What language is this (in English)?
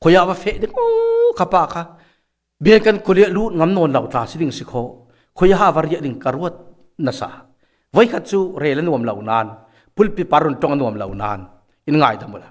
Falam Chin